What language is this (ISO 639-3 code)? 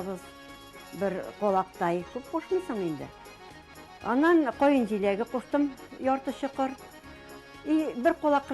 tat